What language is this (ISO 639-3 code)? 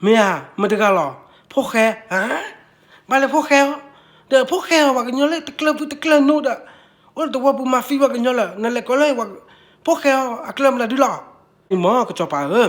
ksw